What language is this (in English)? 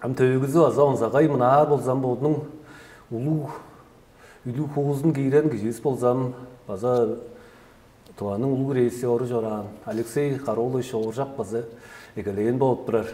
Tuvinian